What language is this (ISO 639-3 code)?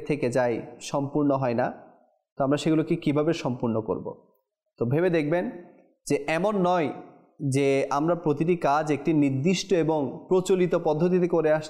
ben